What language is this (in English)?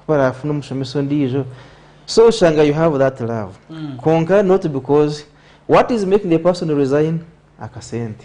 Nyankole